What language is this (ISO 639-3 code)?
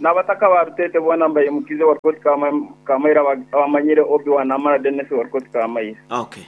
nyo